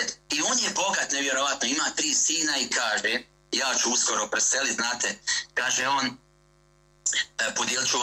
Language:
Bosnian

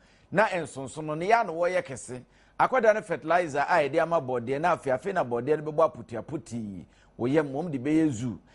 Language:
Akan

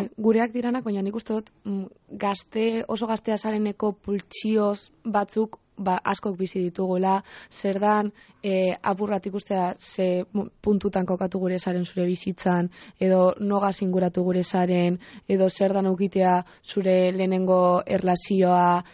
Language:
Basque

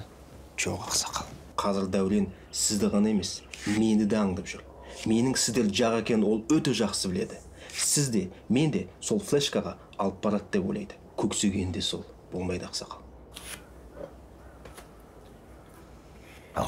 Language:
Kazakh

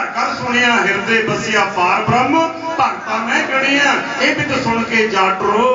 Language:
Punjabi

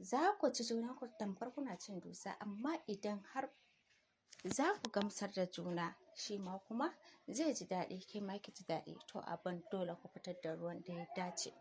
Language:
Hausa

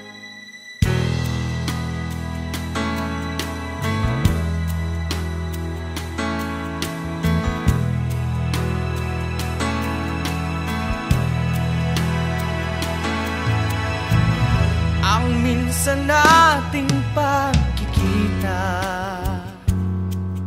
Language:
Filipino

